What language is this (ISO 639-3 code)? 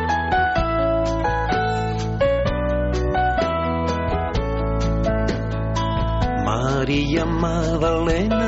eus